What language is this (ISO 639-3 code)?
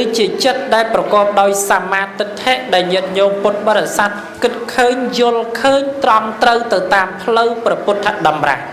khm